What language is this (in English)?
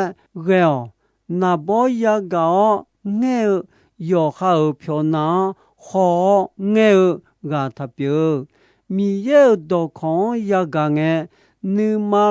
Akha